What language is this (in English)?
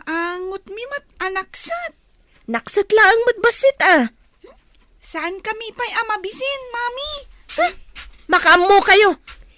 Iloko